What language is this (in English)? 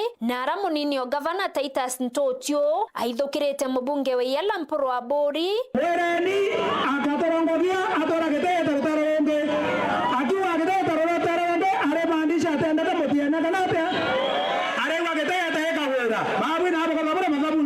Meru